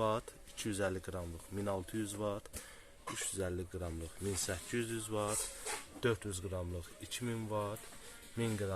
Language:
Azerbaijani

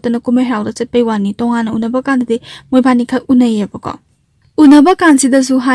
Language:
Manipuri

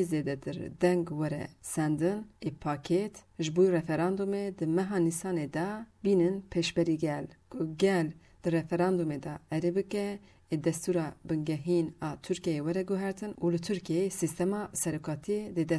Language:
Kurdish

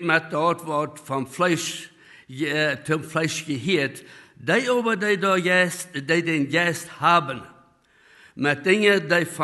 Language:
Plautdietsch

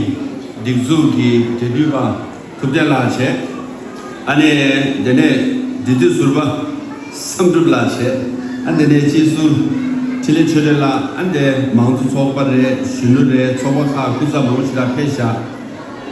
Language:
Tibetan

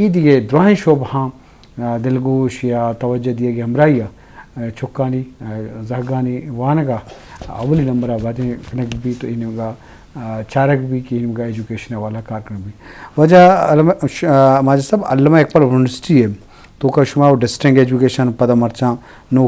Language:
Eastern Balochi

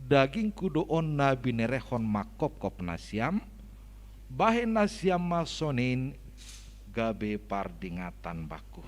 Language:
Batak Simalungun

